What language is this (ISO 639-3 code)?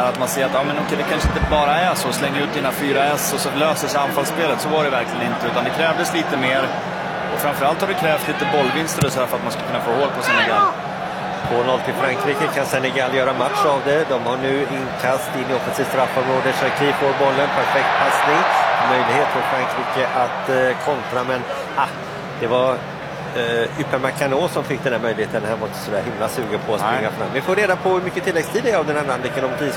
swe